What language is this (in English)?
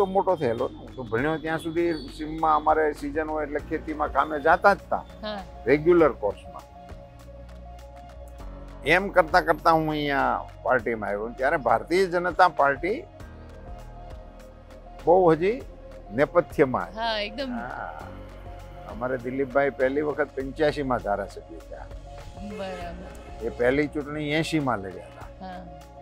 Gujarati